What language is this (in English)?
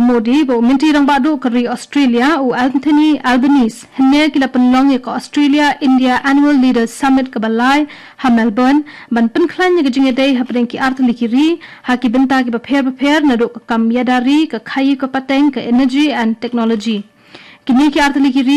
Khasi